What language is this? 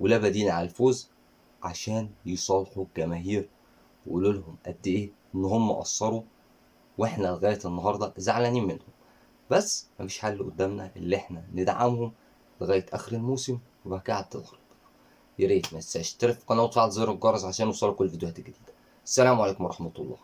Egyptian Arabic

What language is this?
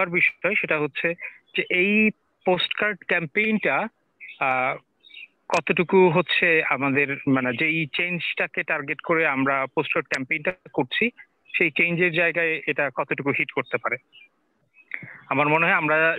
Bangla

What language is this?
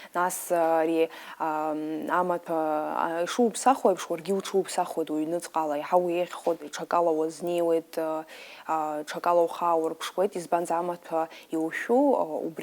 Abkhazian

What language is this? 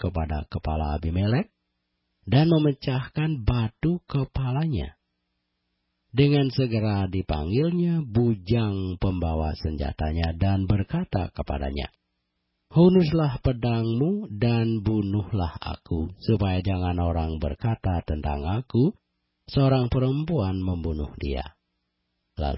Indonesian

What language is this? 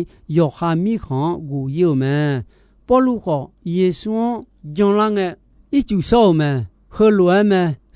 Akha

